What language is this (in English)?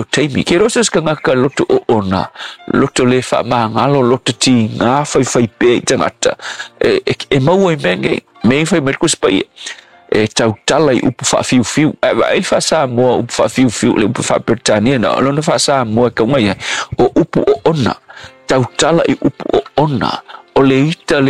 Samoan